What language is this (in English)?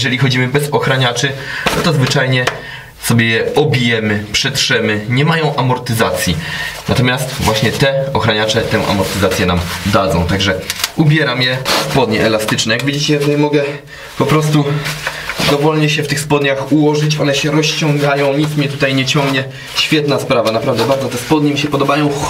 Polish